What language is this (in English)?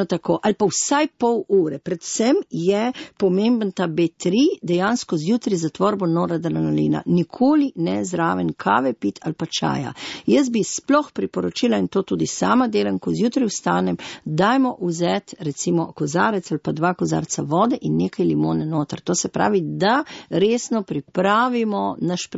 Slovenian